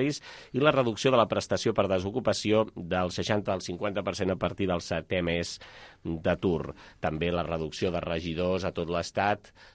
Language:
Catalan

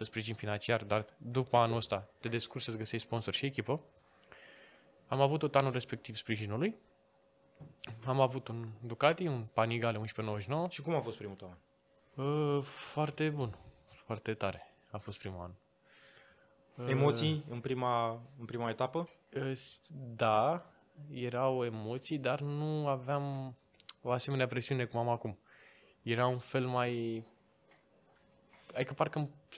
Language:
Romanian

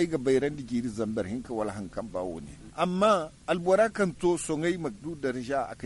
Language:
Zarma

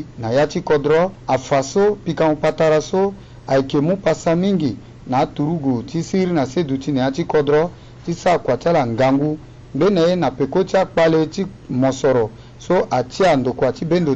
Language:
Sango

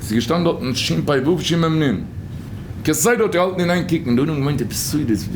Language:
Yiddish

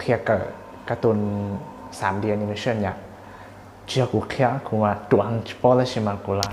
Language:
Hmong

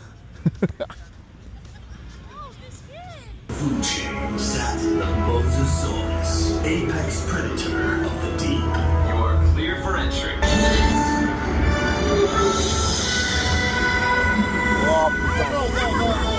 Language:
French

